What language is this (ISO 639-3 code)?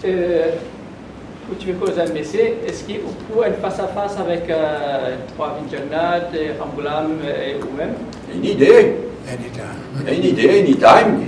mfe